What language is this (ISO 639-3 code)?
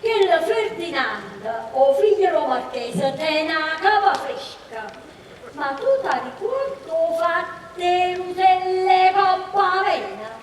nap